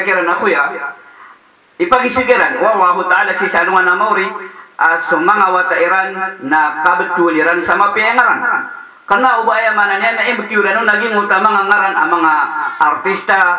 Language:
Maranao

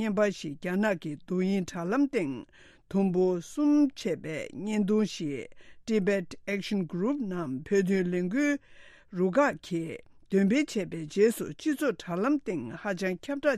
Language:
Tibetan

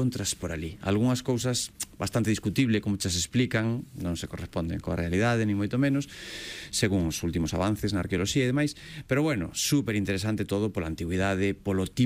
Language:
Galician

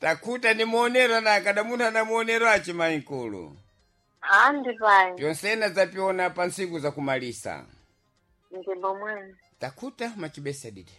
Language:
Sena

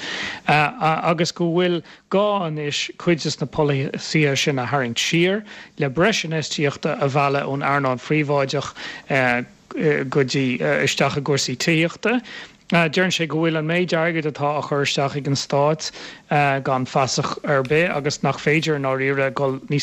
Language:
Irish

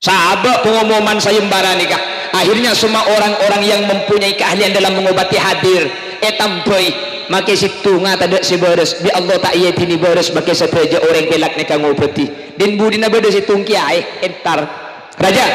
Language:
Madurese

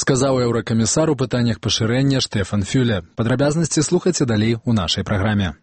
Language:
Belarusian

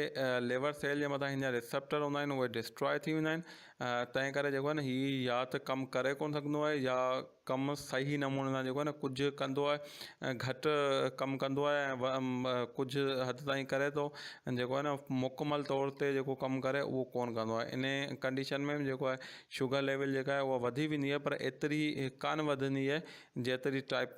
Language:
Sindhi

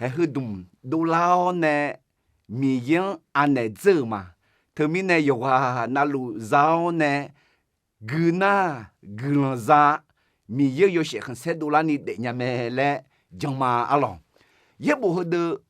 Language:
Akha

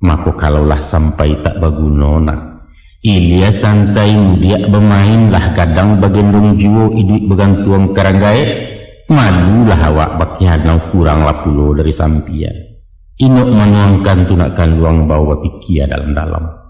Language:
Minangkabau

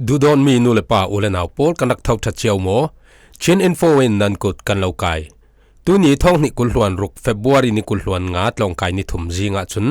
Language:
Falam Chin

